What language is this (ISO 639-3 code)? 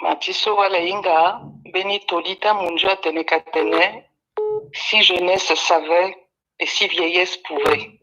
sag